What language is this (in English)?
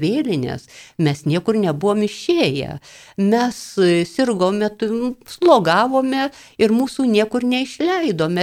Lithuanian